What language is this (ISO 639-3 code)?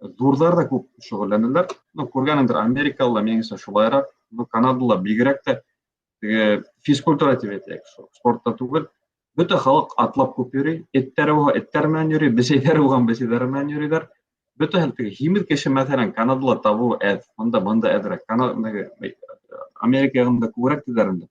bak